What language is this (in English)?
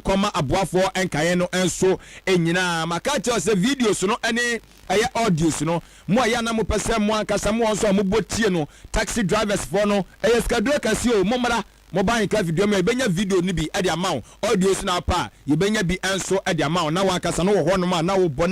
Akan